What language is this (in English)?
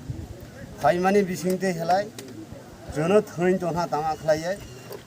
Kok Borok